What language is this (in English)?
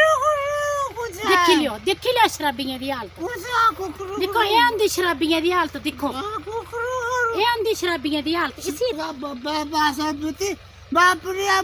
Dogri